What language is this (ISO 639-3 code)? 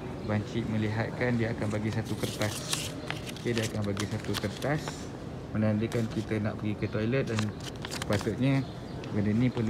msa